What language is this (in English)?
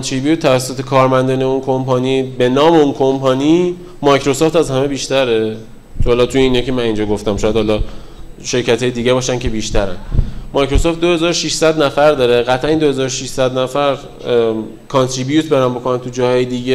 Persian